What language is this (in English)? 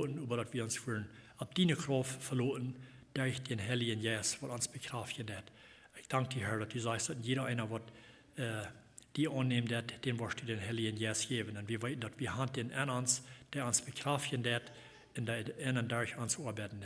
Plautdietsch